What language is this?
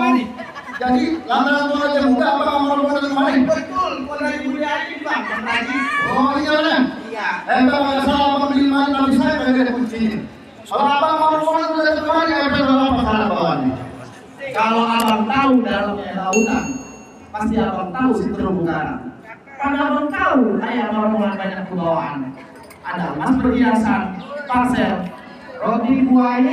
Betawi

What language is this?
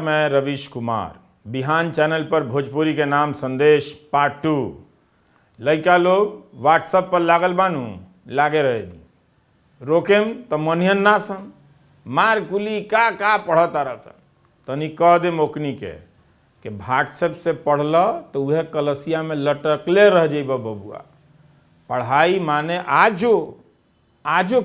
Bhojpuri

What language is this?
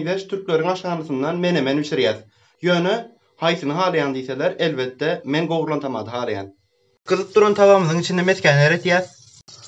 Turkmen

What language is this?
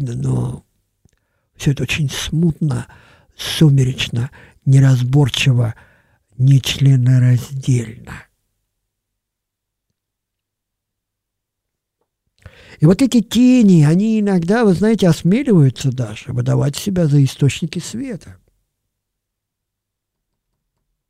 Russian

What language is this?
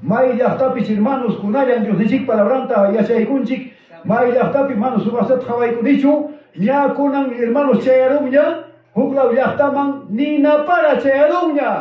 Ayacucho Quechua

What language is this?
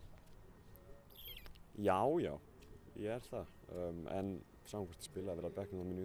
Icelandic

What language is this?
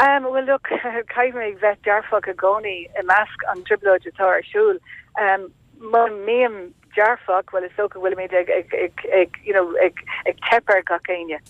Irish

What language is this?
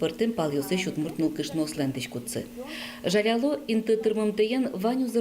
Udmurt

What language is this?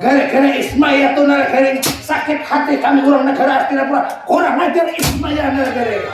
Banjar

